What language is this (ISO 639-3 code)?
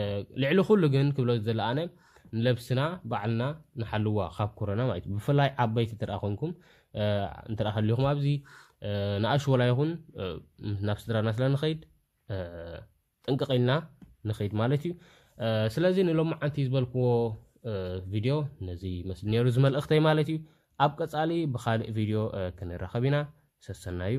tir